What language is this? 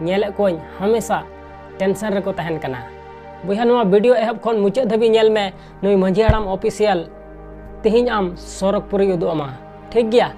Santali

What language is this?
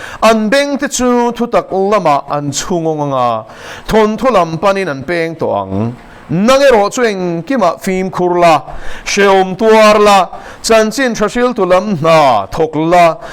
Mizo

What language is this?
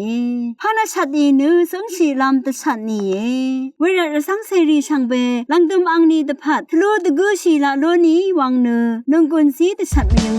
Rawang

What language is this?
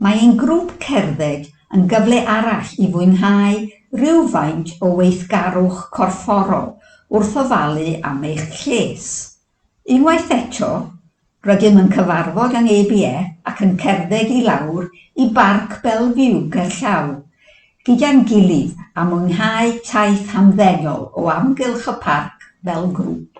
Welsh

